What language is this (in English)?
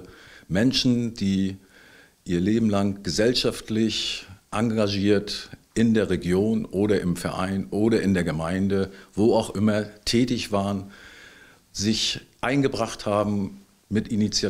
German